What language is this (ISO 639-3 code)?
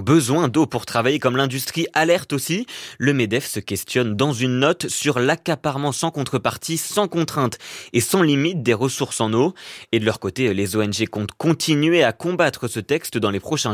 fra